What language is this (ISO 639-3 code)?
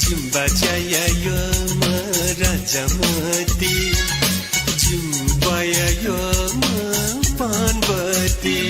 new